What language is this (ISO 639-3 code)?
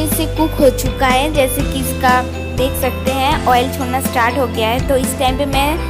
hin